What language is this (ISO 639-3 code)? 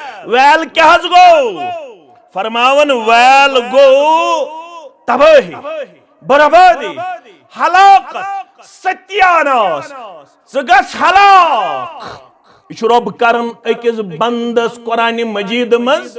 kas